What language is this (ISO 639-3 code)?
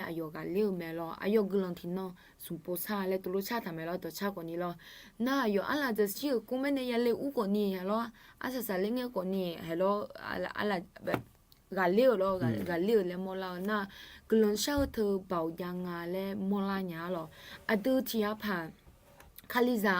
ahk